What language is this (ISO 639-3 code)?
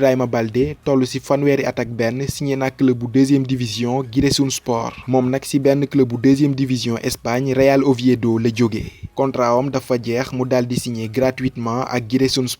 wol